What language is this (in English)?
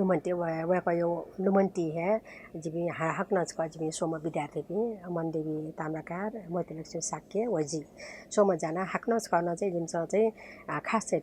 Newari